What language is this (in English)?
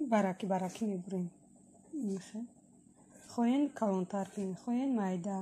Tajik